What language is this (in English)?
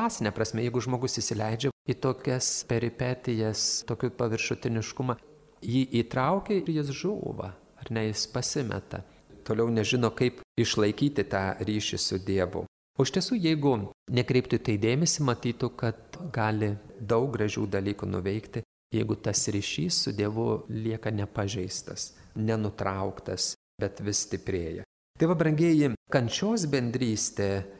Lithuanian